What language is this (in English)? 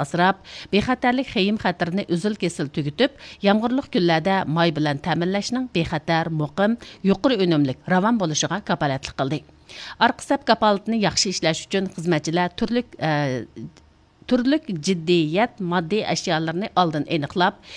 Uyghur